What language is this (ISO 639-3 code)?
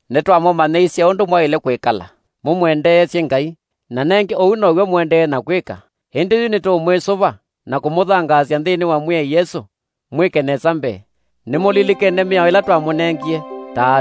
kam